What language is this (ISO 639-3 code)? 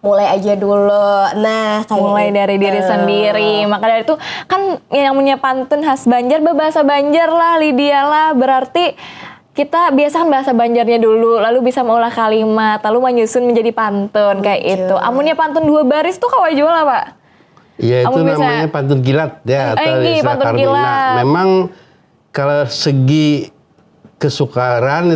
bjn